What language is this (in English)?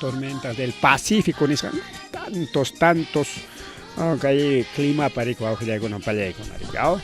Ayacucho Quechua